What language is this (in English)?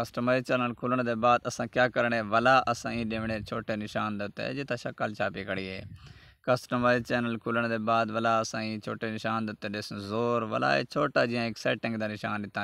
Saraiki